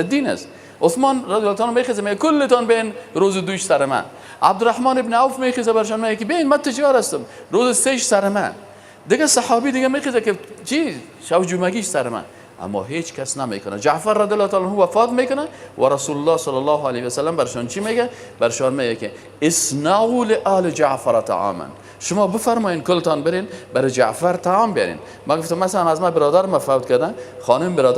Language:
Persian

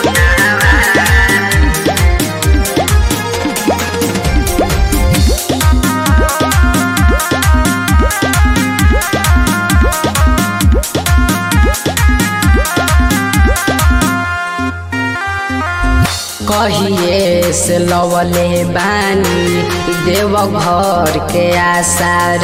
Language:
Bhojpuri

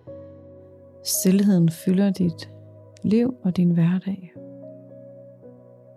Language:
Danish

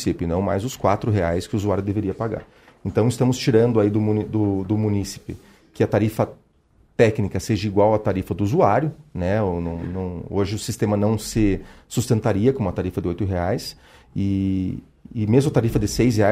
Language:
Portuguese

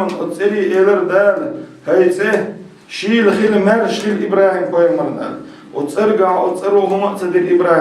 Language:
Chechen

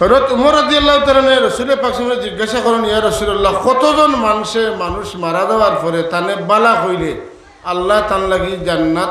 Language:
Sylheti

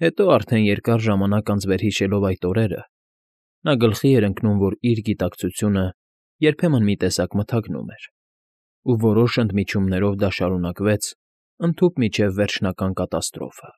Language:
Armenian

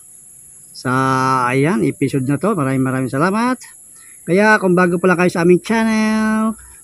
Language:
Filipino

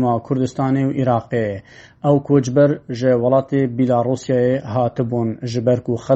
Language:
Kurdish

